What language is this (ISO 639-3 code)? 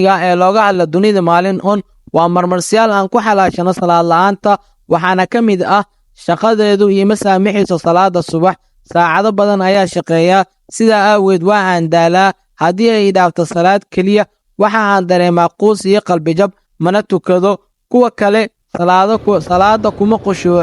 som